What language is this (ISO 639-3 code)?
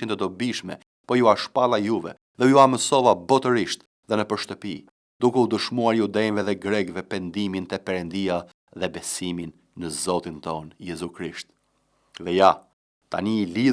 sqi